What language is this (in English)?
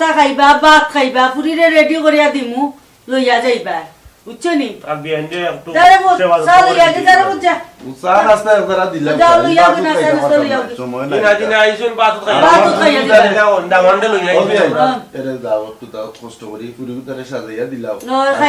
Sylheti